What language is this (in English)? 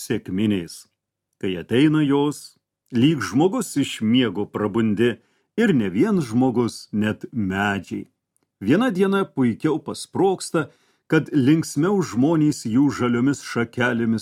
Lithuanian